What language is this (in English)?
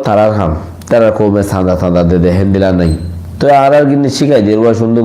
Rohingya